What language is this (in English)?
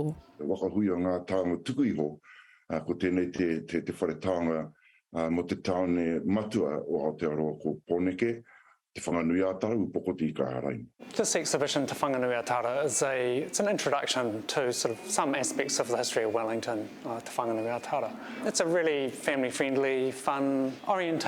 Māori